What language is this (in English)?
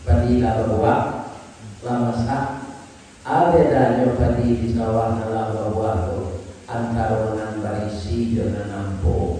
Minangkabau